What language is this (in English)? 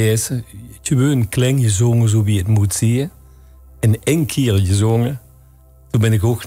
Limburgish